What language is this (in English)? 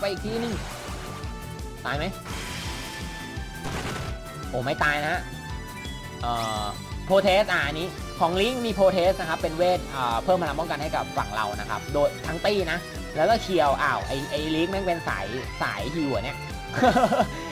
Thai